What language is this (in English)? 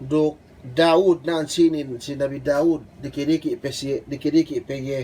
Yakan